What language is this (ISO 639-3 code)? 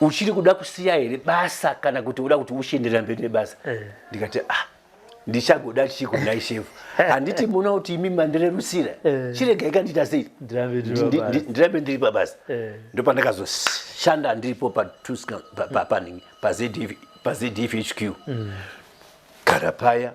sna